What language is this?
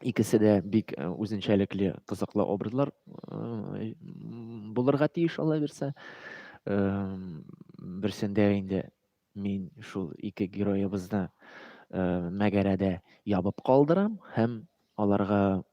Tatar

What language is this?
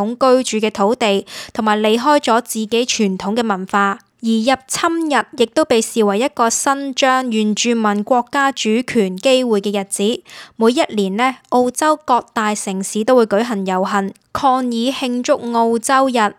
Cantonese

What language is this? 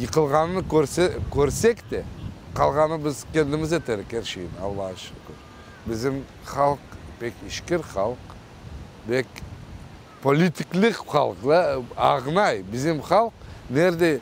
Crimean Tatar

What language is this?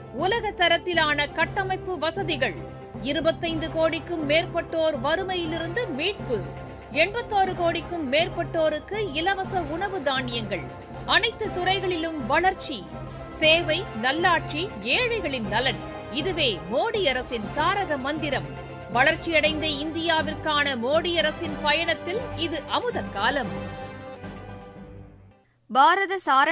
Tamil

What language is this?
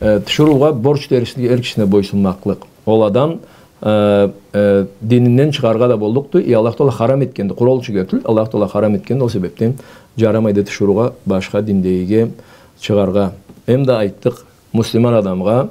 Karachay-Balkar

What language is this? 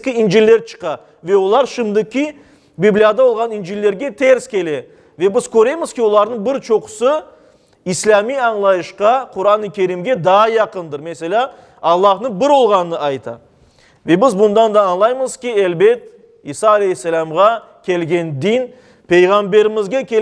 Crimean Tatar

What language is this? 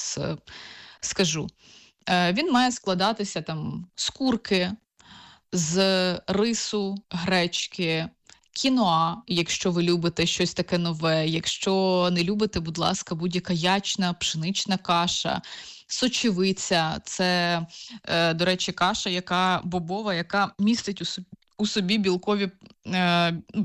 Ukrainian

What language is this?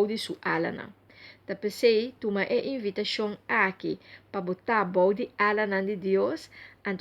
Papiamento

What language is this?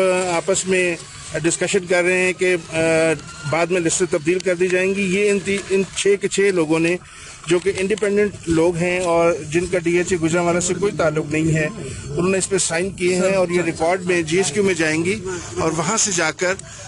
Urdu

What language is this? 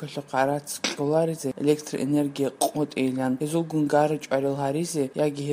Avaric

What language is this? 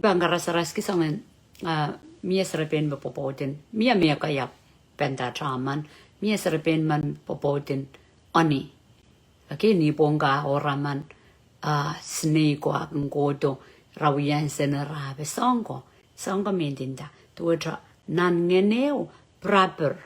Pohnpeian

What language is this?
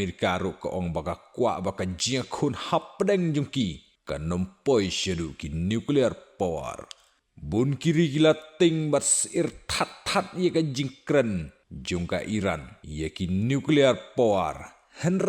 Khasi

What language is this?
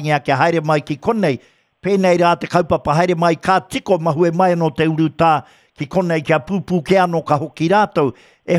Māori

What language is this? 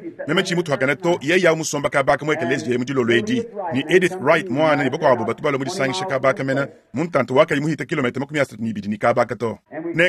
Luba-Lulua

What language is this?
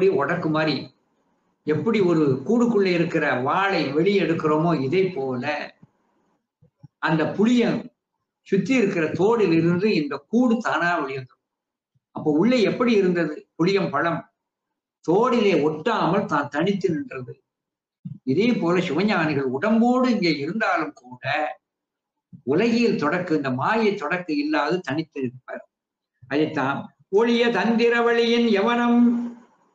Tamil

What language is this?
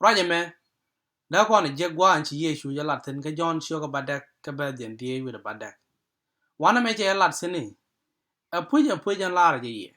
Nuer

